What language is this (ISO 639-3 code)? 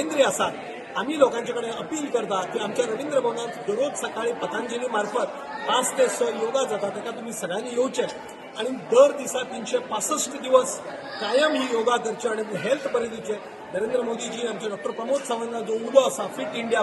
kok